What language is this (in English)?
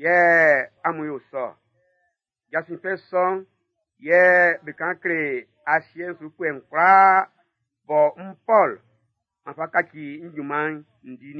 Baoulé